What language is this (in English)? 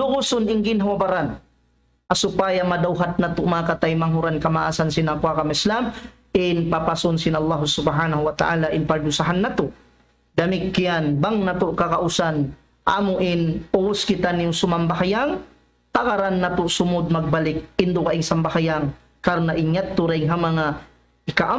Tausug